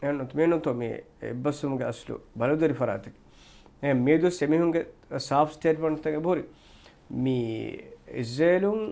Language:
Divehi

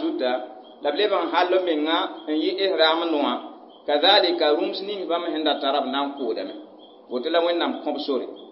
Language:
Mossi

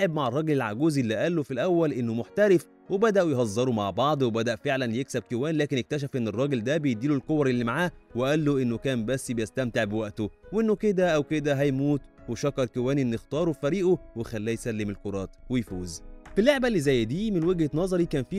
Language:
Egyptian Arabic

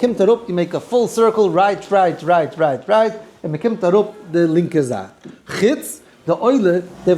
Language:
Yiddish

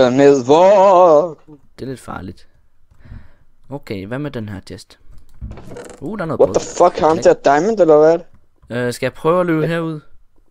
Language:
Danish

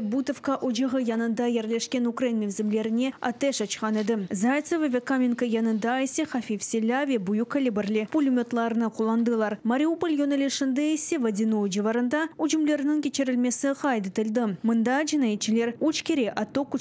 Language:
Crimean Tatar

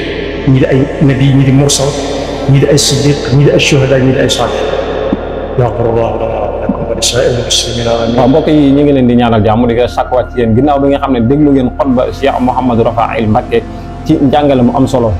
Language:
Wolof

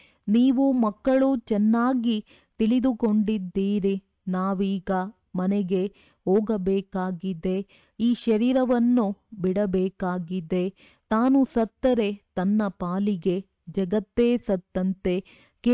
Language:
Kannada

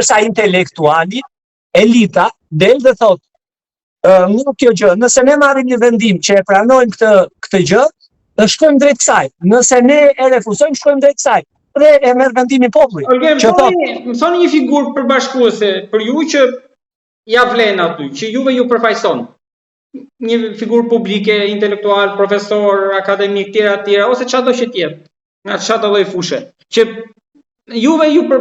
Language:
Albanian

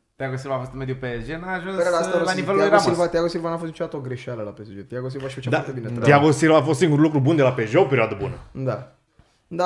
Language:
Romanian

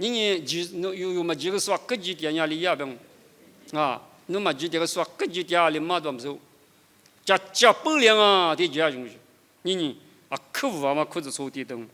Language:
Lisu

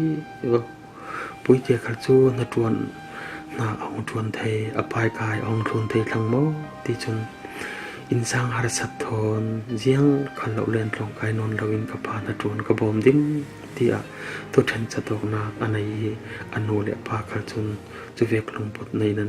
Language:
Falam Chin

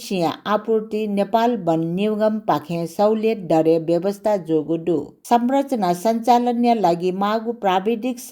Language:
Newari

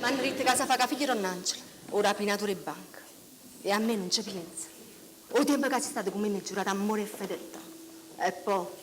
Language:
Neapolitan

